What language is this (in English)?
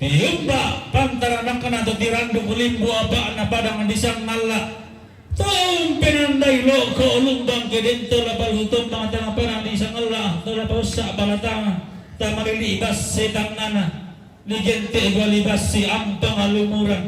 Toraja-Sa'dan